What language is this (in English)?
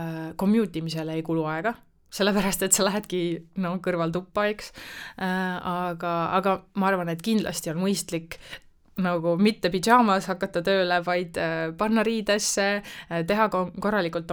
Estonian